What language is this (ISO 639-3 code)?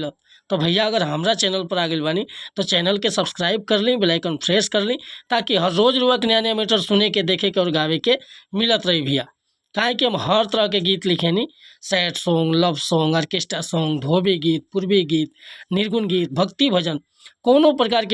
bho